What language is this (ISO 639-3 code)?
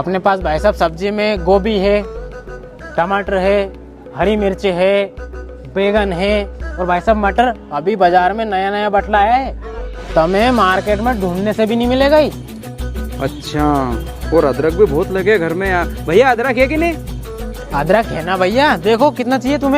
raj